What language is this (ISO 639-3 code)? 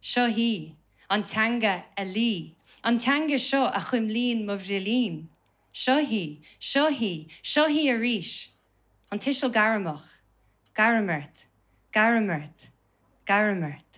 gle